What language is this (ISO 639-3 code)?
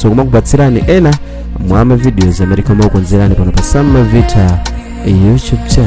nya